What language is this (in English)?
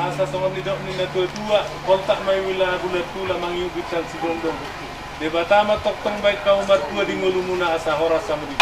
Batak Toba